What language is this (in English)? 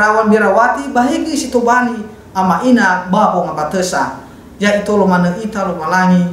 Nias